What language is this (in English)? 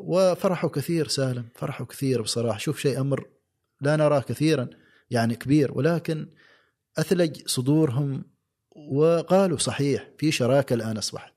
Gulf Arabic